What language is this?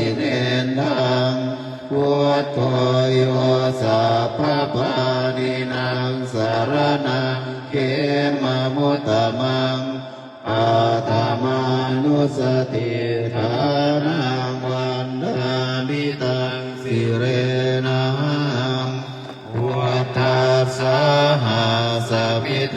Pali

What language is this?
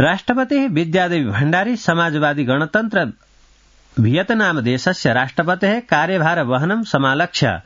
Sanskrit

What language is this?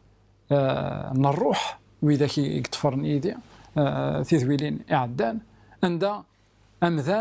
Kabyle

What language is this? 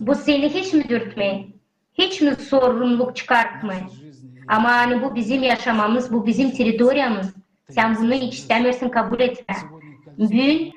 Gagauz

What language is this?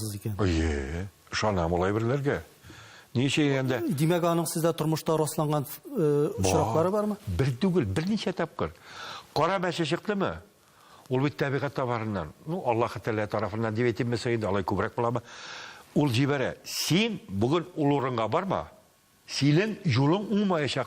Tatar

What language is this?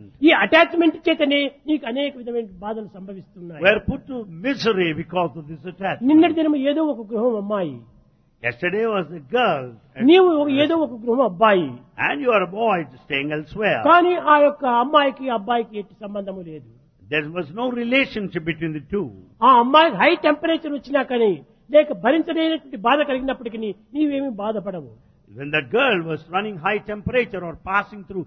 Telugu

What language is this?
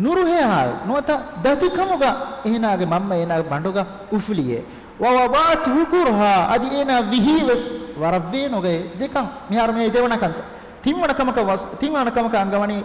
Divehi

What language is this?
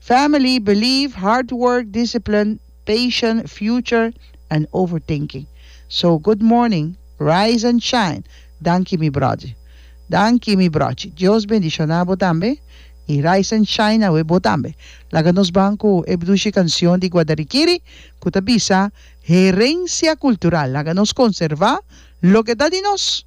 Papiamento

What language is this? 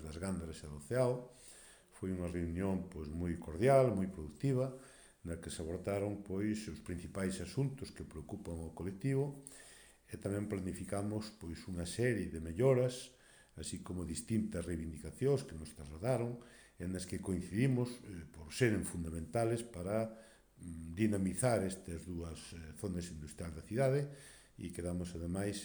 Galician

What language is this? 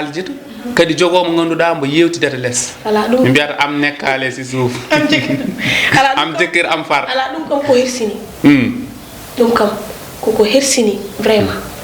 Fula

